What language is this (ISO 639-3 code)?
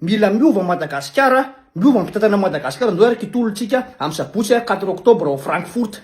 mlg